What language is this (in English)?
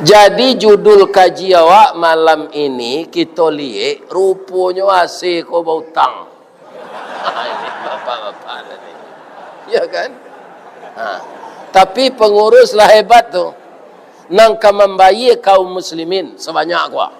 Minangkabau